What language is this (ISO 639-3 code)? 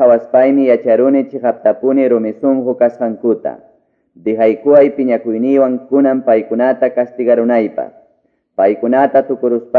que